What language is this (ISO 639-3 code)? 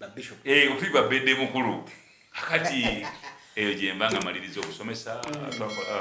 lug